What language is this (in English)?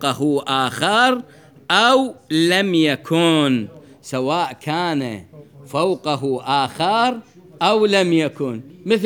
Mesopotamian Arabic